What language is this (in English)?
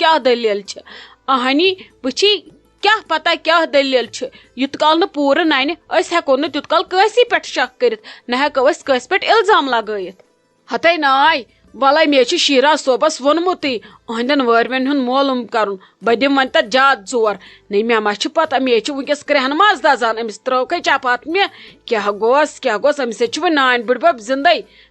Kashmiri